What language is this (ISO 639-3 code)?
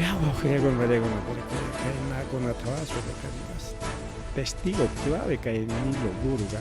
quy